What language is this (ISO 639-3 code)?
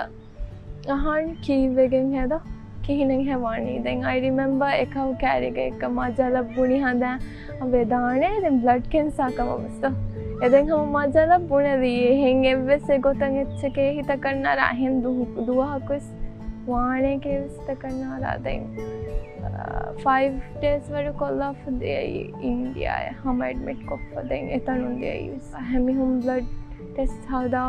div